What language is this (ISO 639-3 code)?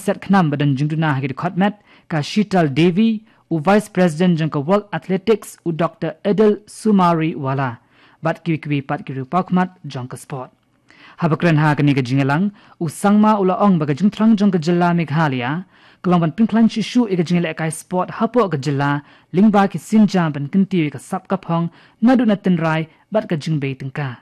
kha